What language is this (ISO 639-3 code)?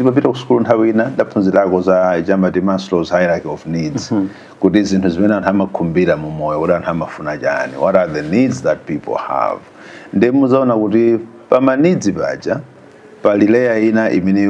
nya